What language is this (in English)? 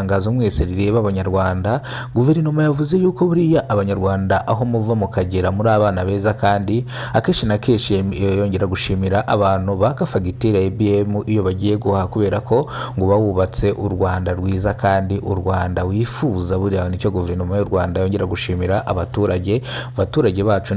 Kinyarwanda